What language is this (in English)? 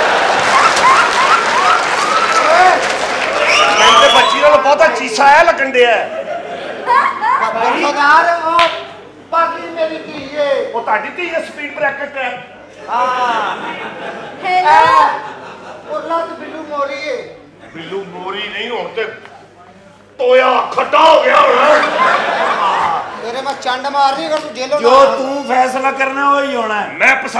Punjabi